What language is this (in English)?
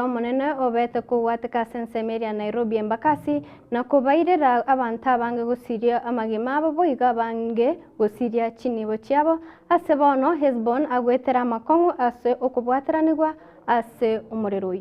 Gusii